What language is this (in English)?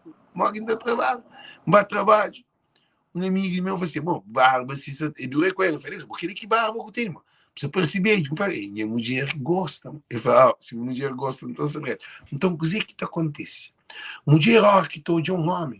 Kabuverdianu